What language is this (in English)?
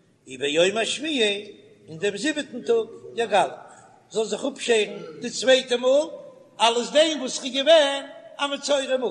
Yiddish